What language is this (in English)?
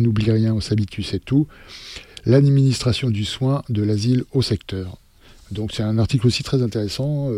French